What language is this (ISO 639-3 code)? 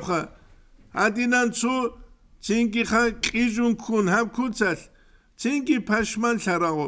ava